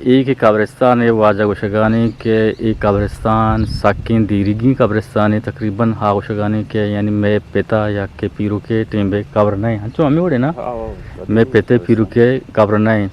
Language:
Eastern Balochi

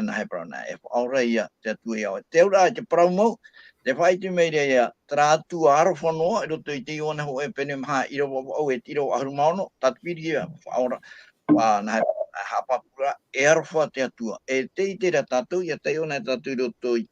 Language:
Tahitian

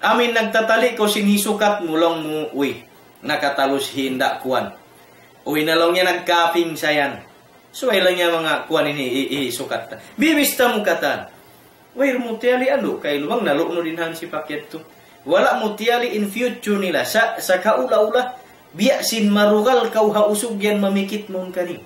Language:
Tausug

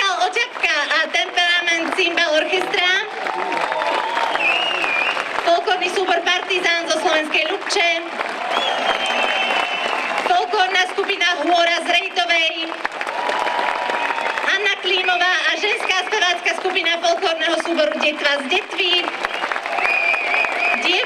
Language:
Slovak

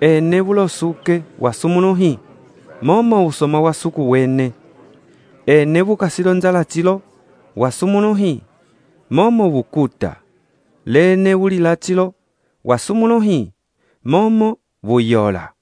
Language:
Umbundu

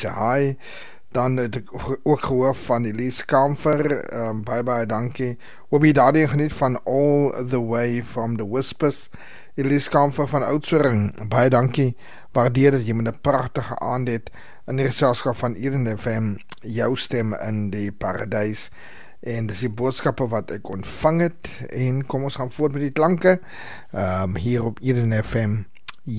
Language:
Afrikaans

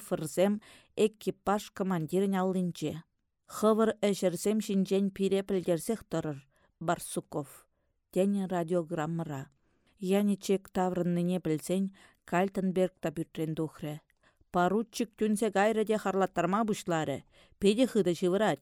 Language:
Chuvash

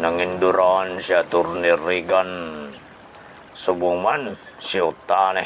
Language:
Hiligaynon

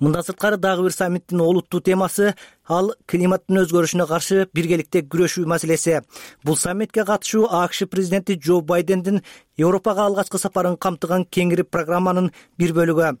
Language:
Kyrgyz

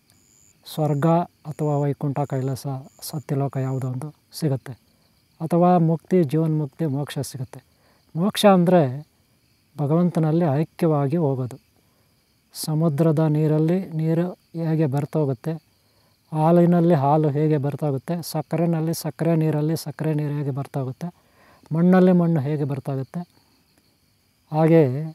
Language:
Kannada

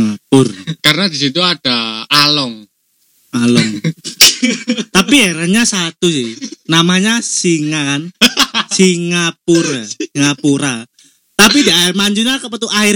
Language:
Indonesian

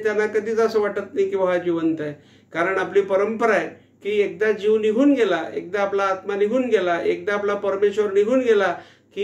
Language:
Marathi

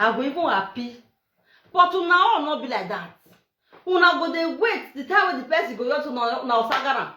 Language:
Nigerian Pidgin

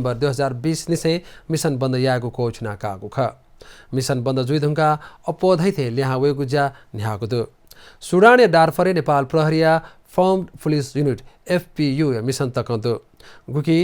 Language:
Newari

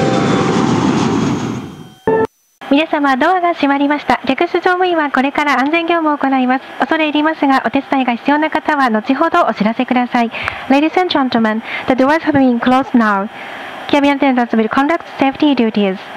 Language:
Japanese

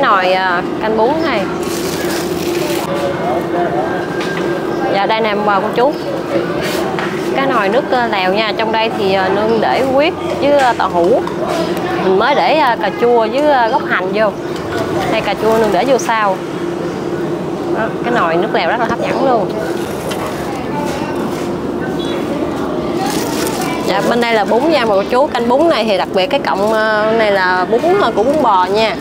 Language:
Vietnamese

